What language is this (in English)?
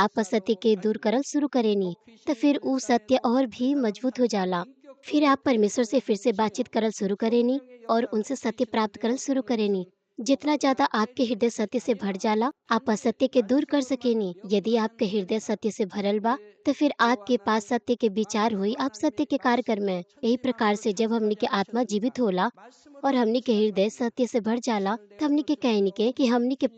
Bhojpuri